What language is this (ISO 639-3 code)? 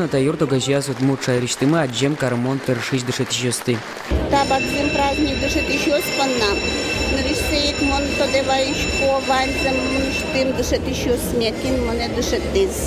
udm